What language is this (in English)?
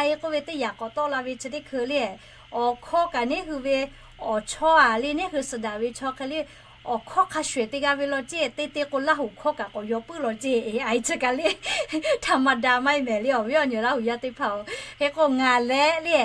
Lahu